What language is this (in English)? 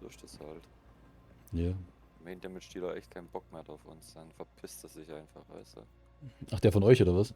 Bavarian